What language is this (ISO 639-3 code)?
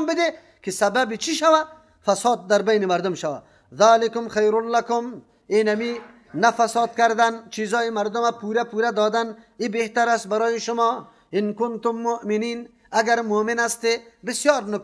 fas